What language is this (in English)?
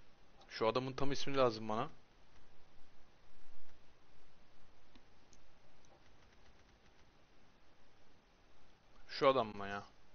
Turkish